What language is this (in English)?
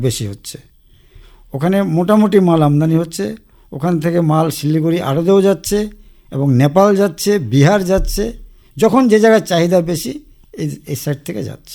Bangla